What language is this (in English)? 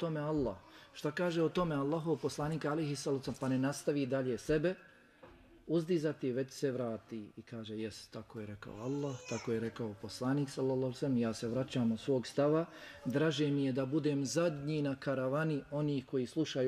Bosnian